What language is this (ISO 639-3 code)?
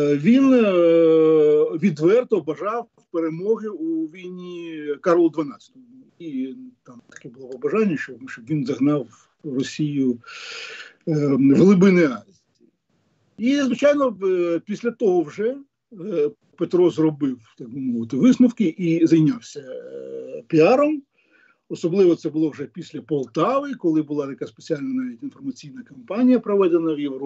ukr